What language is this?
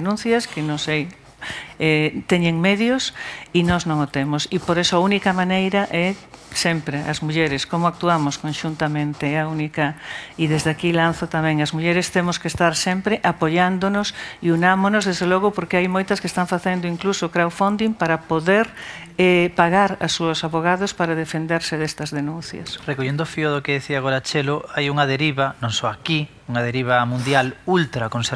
Galician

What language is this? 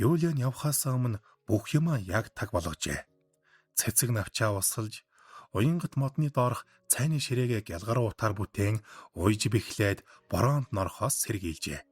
Mongolian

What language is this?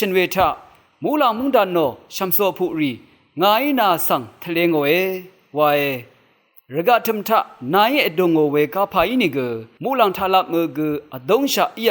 Rawang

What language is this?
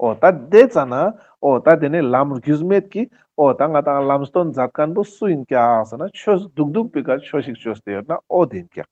Ladakhi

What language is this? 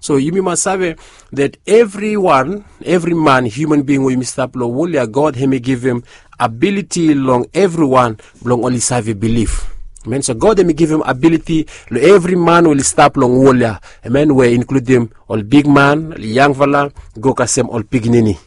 Bislama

